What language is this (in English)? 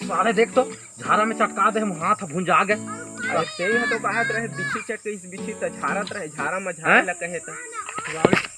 Chhattisgarhi